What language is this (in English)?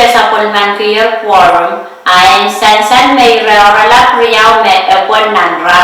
Pohnpeian